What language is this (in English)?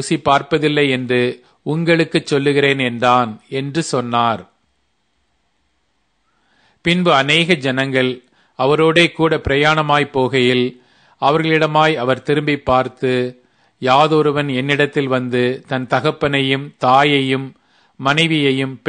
Tamil